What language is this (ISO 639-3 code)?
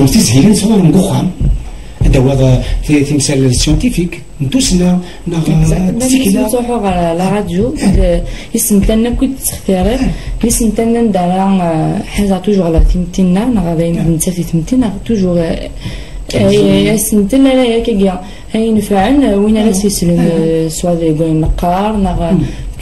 kab